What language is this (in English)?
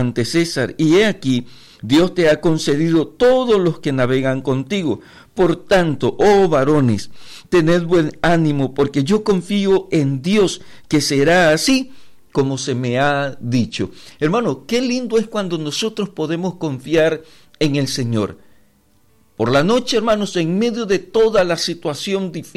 Spanish